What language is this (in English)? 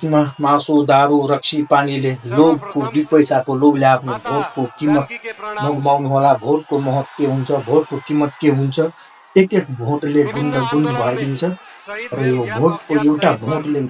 Nepali